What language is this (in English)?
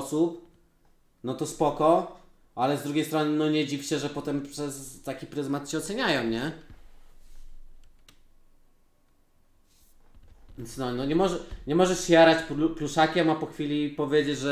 Polish